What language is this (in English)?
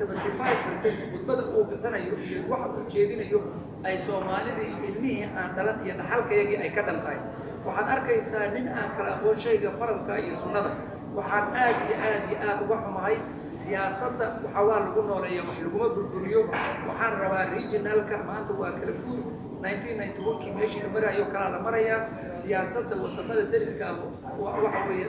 Somali